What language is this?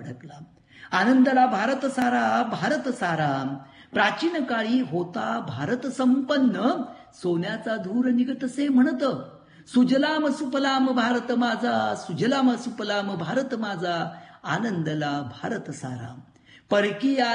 Marathi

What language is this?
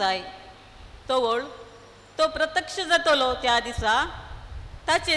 Konkani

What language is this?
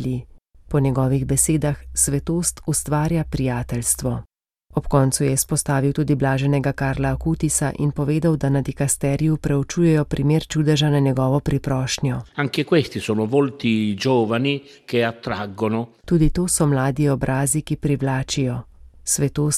Slovenian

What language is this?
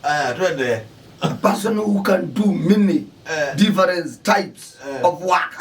Kamba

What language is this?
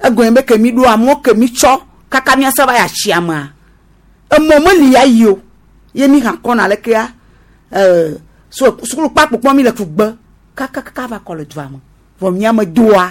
Gen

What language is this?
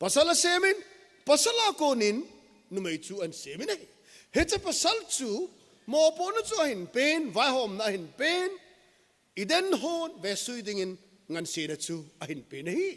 Thado Chin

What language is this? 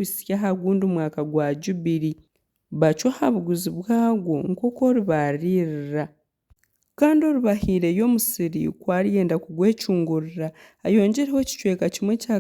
Nyankole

